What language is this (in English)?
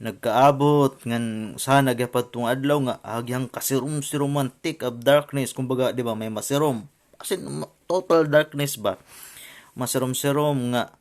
Waray